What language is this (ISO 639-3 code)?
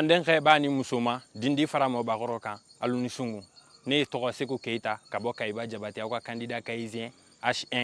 bam